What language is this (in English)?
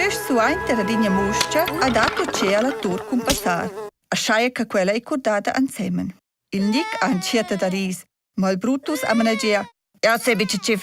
Romansh